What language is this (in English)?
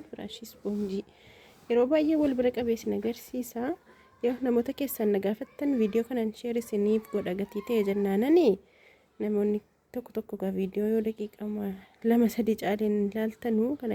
Oromo